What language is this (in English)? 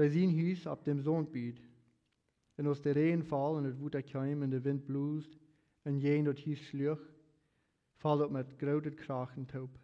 Plautdietsch